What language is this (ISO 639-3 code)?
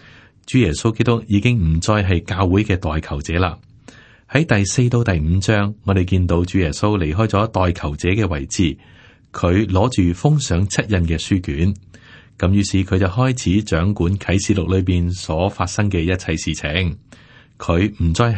yue